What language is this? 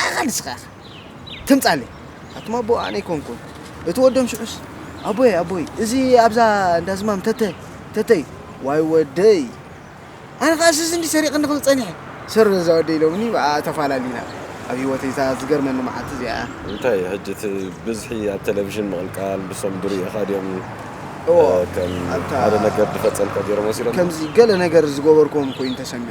Tigrinya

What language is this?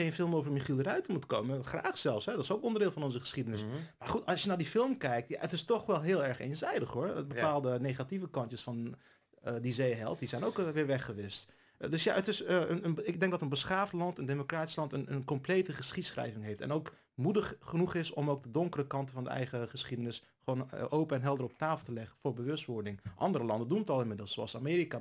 Dutch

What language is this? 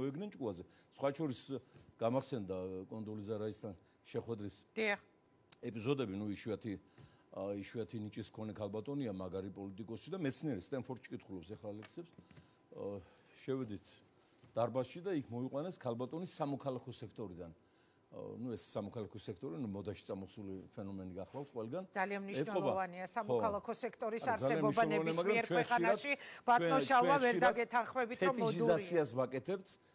Georgian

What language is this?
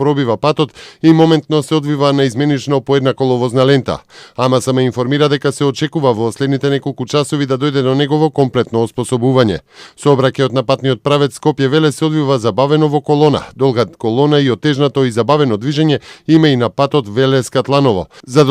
Macedonian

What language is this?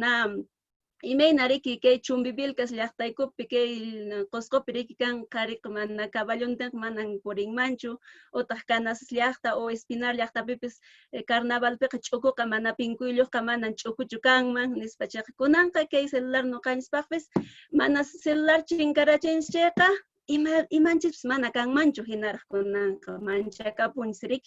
Quechua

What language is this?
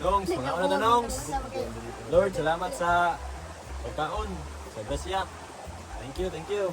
Cebuano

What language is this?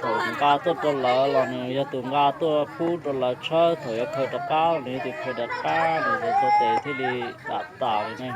Hmong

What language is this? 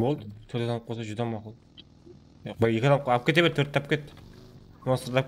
Kara-Kalpak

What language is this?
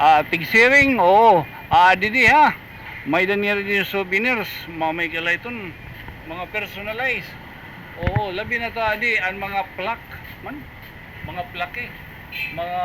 Waray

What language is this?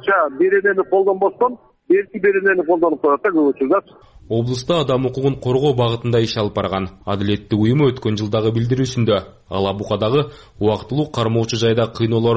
Kyrgyz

